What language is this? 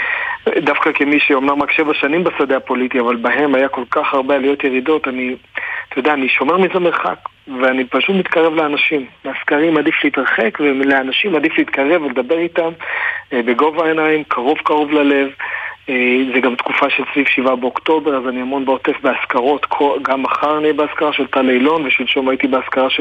Hebrew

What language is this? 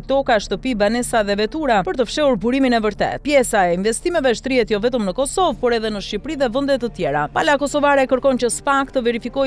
Albanian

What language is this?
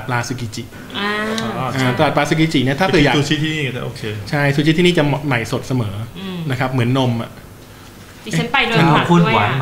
Thai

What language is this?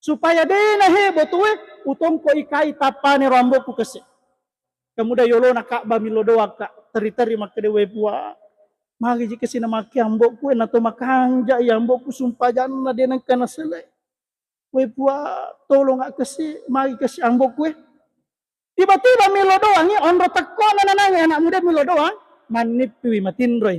Buginese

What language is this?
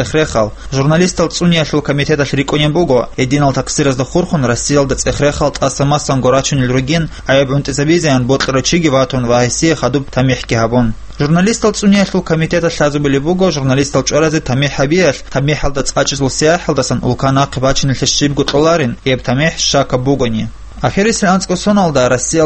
Avaric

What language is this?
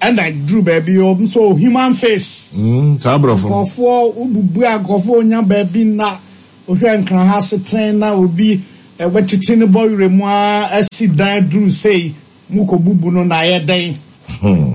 Akan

